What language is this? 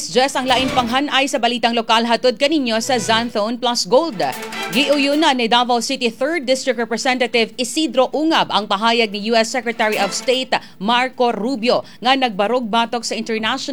Cebuano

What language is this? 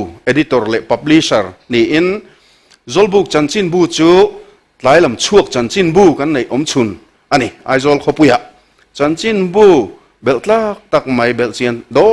Mizo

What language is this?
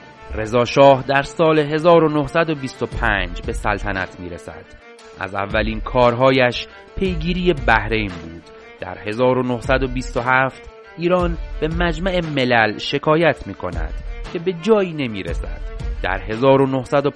Persian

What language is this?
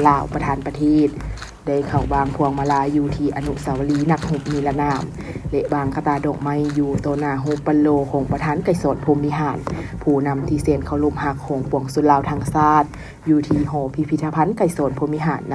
Lao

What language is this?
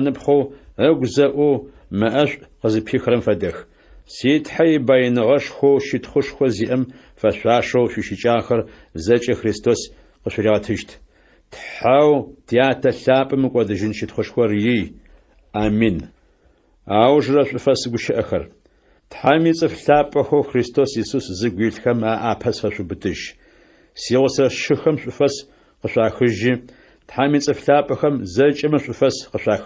Adyghe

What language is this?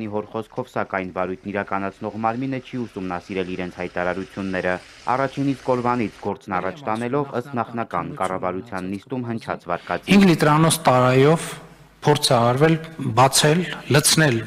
Armenian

